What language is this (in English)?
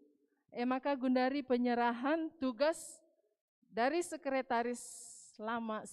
Batak Karo